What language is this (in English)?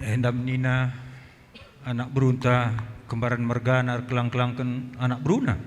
Batak Karo